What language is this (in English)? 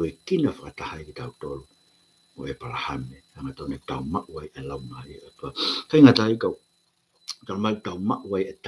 Tongan